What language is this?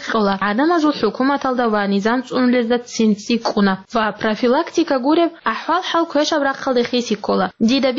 Avaric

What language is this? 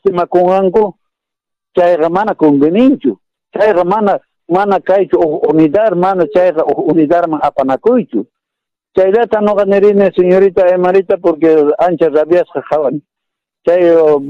Quechua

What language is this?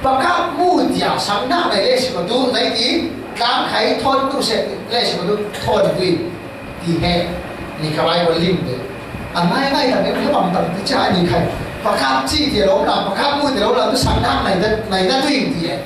Falam Chin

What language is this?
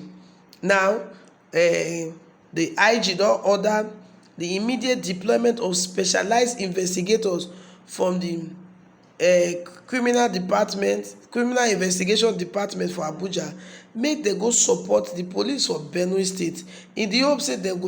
Nigerian Pidgin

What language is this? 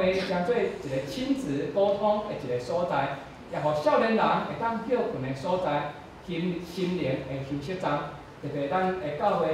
Min Nan Chinese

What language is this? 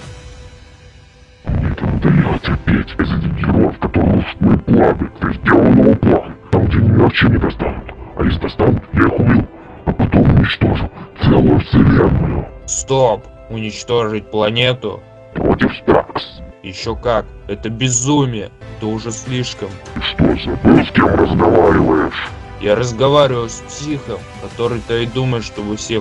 Russian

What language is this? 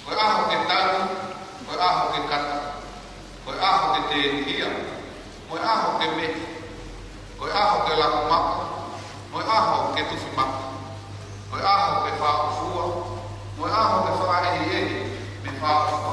Tongan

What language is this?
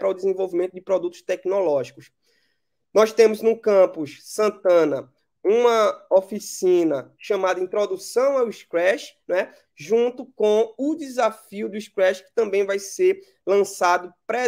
Portuguese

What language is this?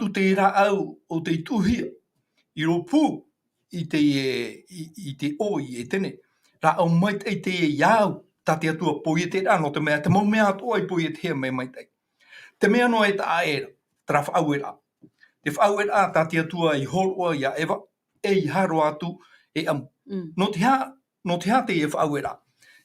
Tahitian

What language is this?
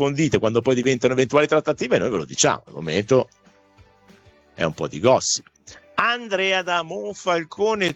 Italian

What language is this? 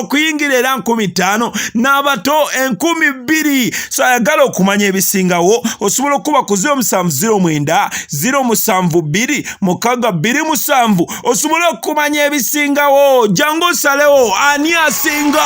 Ganda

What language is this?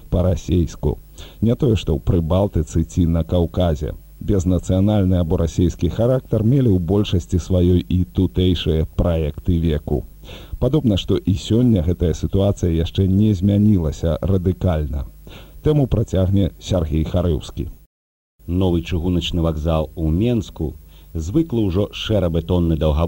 Belarusian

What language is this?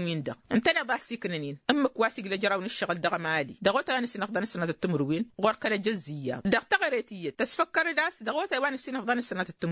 Tamasheq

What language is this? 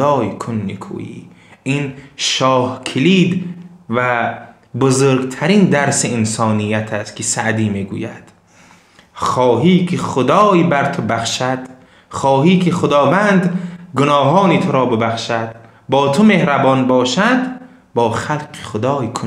Tajik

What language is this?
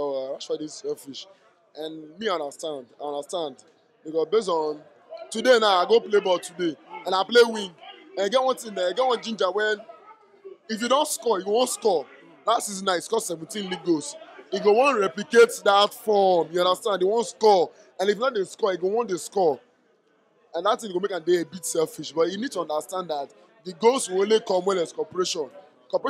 Nigerian Pidgin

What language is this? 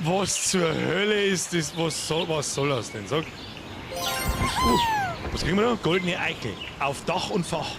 Bavarian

